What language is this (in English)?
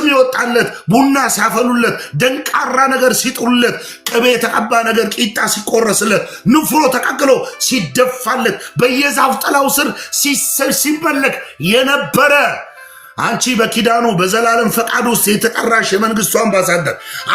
Amharic